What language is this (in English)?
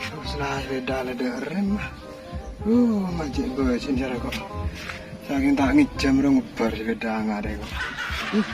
Madurese